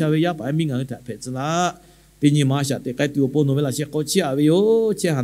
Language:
Lahu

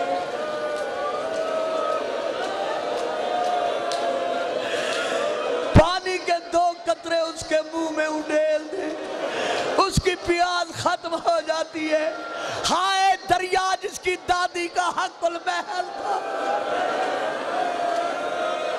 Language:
Urdu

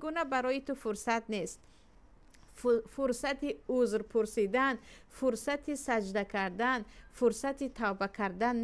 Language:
Tajik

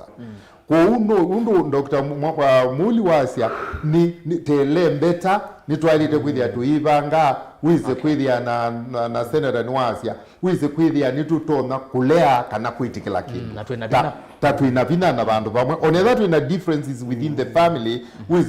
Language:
Kamba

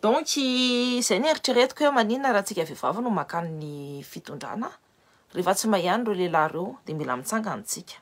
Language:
Malagasy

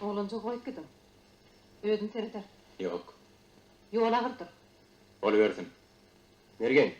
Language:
Turkmen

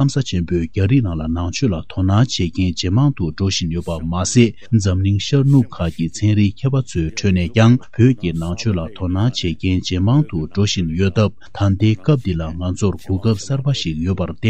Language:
Tibetan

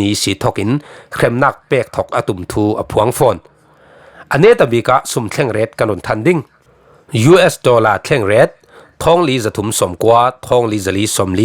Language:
Falam Chin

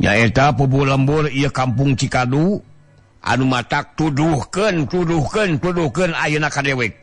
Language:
Sundanese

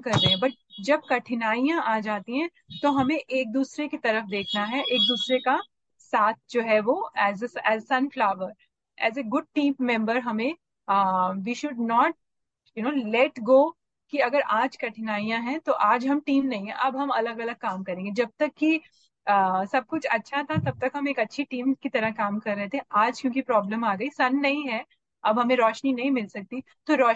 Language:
Hindi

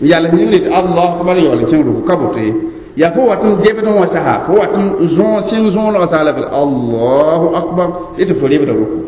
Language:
Mossi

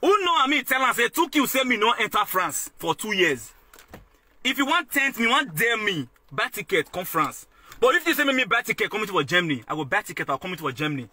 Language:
Nigerian Pidgin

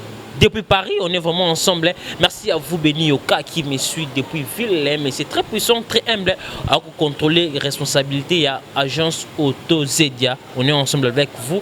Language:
Lingala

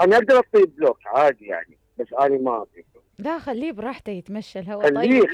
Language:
Mesopotamian Arabic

